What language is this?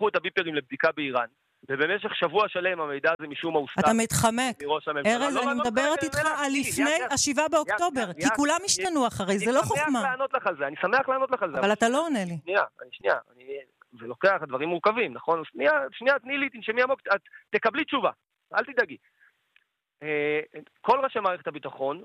Hebrew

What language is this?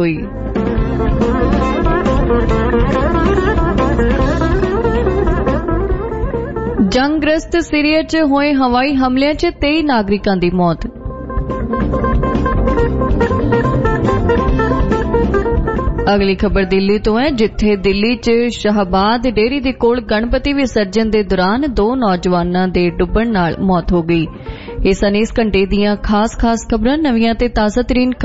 Punjabi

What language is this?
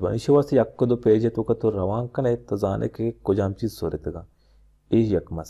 Baluchi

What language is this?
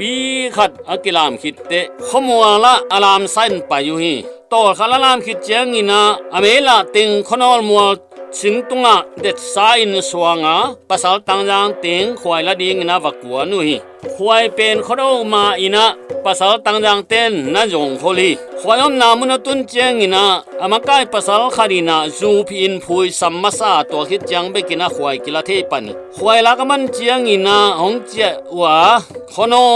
Tedim Chin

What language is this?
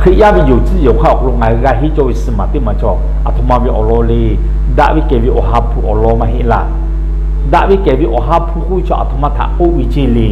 Lahu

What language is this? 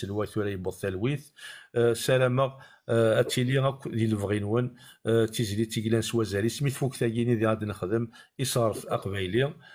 Kabyle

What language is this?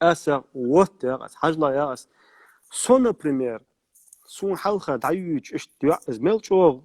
Chechen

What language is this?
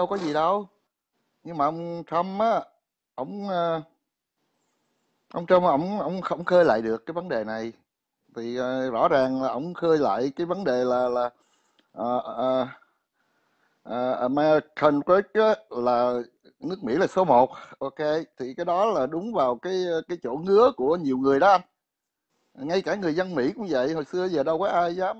Vietnamese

